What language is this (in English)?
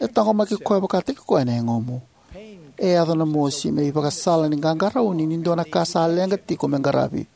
Fijian